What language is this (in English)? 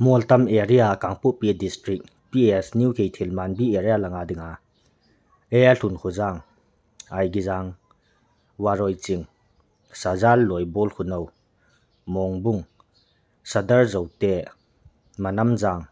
Thado Chin